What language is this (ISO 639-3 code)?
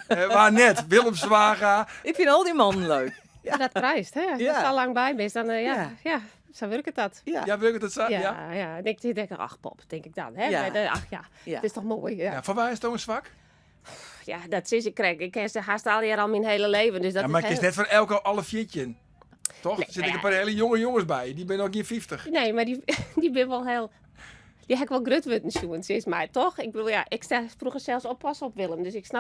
fry